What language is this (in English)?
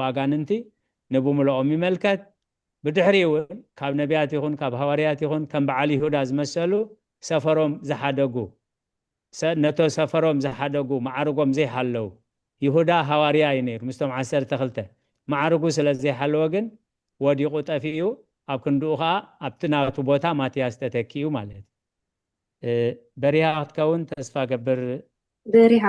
Tigrinya